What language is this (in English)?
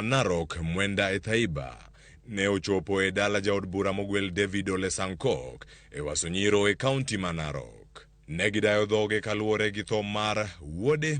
Luo (Kenya and Tanzania)